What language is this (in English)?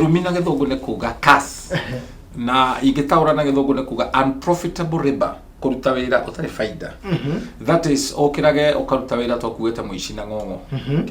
Kikuyu